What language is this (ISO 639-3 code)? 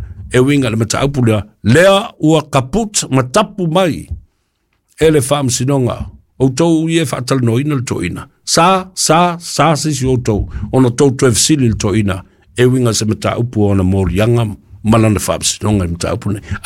smo